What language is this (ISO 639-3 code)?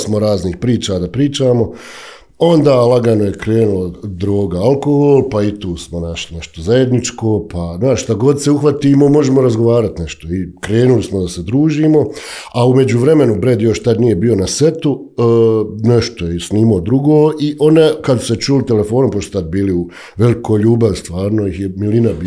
bos